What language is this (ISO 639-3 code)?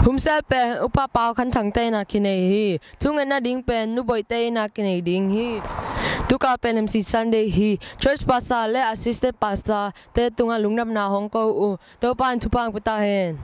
ctd